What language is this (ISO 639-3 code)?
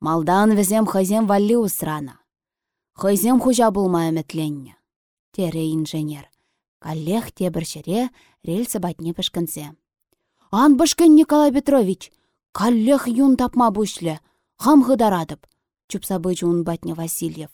chv